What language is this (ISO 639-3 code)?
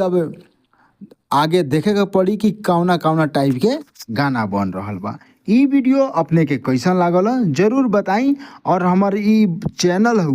bho